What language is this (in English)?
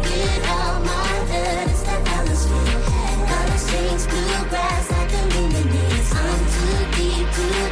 Danish